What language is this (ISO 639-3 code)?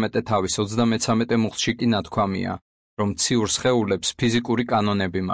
kat